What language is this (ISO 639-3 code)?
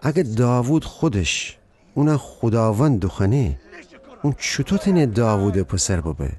glk